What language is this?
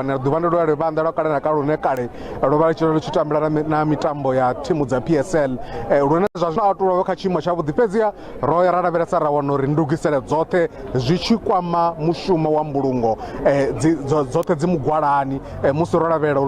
Venda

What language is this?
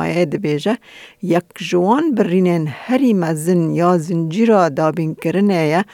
Kurdish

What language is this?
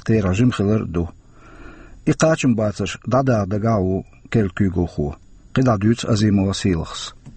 Chechen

